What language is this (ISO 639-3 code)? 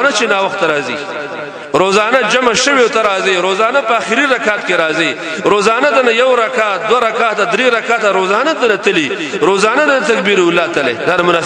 pus